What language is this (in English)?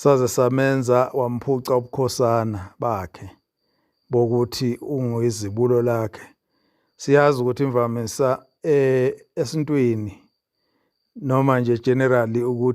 Zulu